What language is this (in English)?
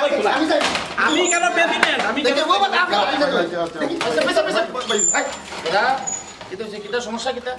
Sylheti